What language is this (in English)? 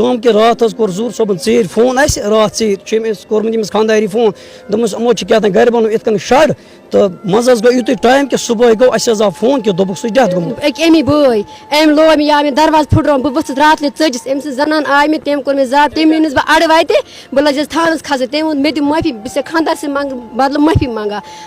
Kashmiri